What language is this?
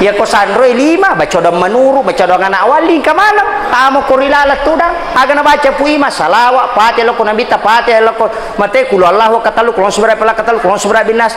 Buginese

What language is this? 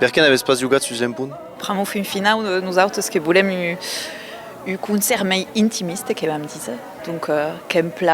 Occitan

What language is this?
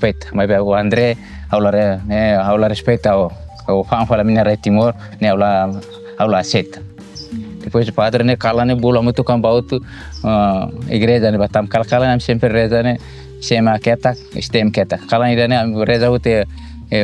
Tetum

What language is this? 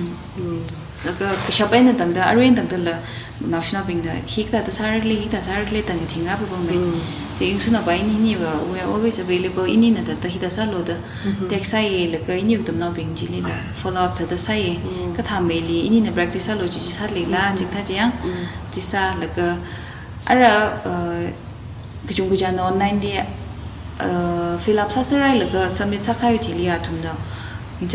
Tangkhul Naga (India)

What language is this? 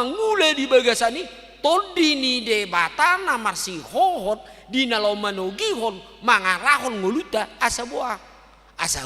Batak Toba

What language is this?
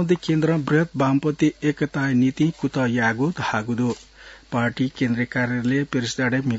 Newari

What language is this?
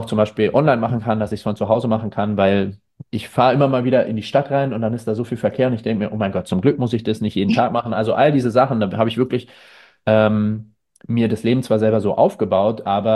German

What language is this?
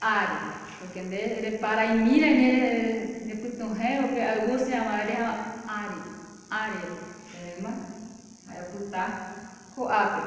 Guarani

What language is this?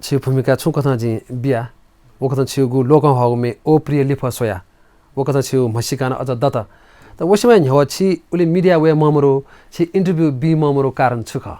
Newari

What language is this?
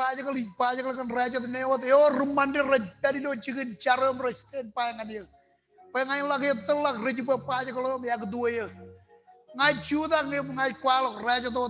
Marshallese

